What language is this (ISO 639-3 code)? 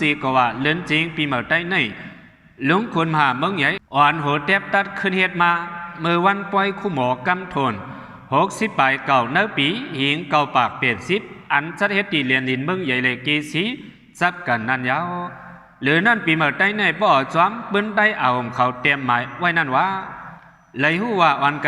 shn